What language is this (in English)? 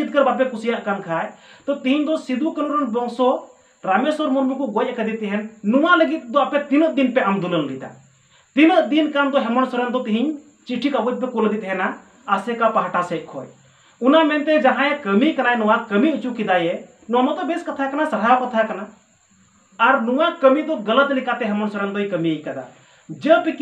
Santali